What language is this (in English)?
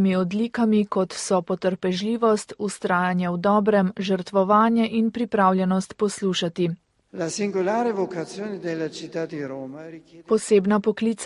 Slovenian